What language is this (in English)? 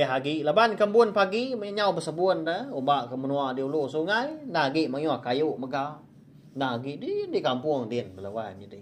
Iban